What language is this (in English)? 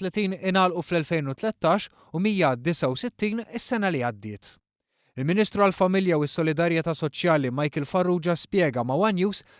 Maltese